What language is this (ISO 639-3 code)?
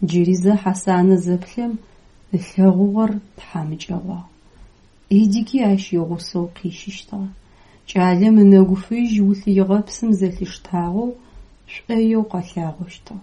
ady